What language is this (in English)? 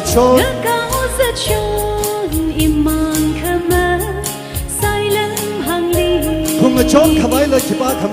Tangkhul Naga (India)